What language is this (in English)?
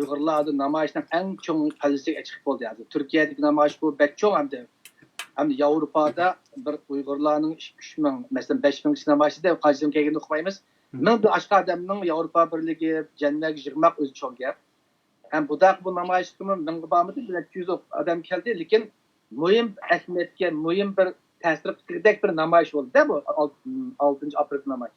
Uyghur